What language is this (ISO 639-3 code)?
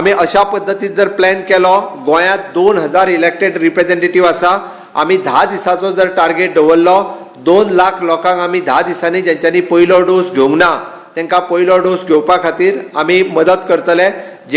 kok